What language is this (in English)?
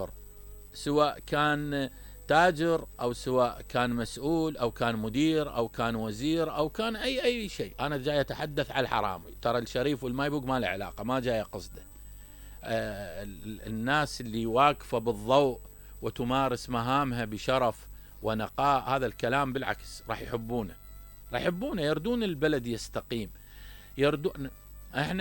Mesopotamian Arabic